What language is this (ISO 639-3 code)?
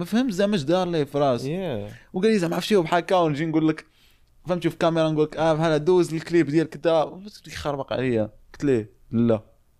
ary